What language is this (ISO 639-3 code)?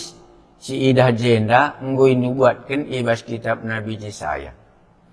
btx